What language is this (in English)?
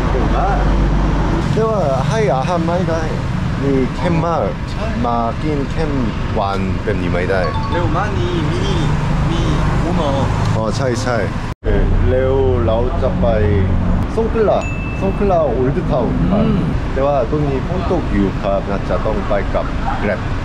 Thai